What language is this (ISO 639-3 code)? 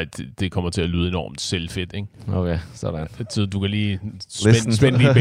dan